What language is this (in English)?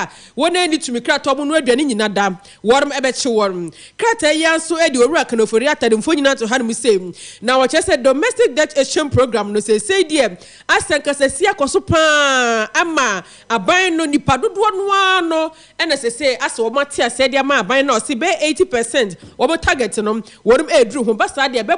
Akan